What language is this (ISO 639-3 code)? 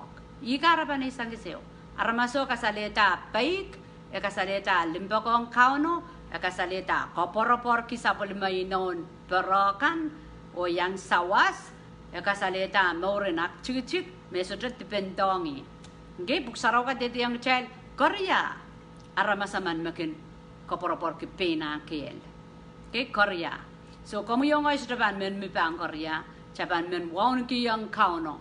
pon